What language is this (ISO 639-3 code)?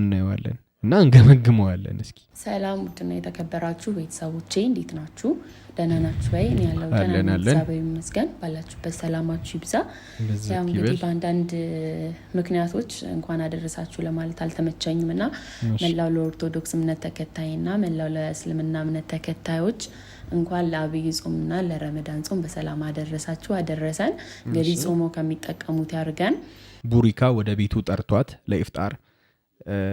amh